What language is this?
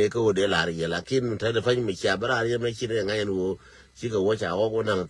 Nuer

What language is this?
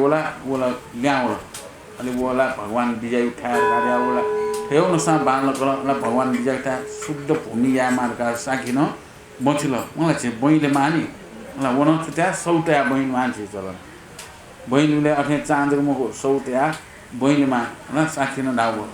Newari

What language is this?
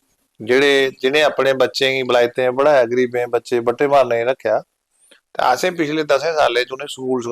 Dogri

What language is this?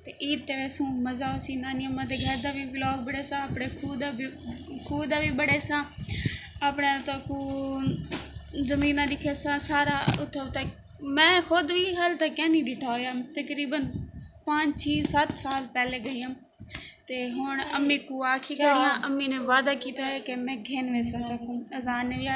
Saraiki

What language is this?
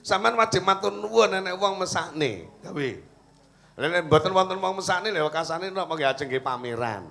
Javanese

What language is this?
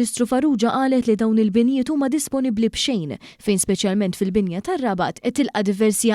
Maltese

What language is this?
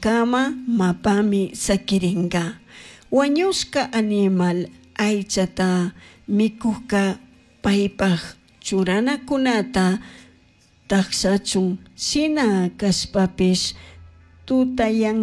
Chimborazo Highland Quichua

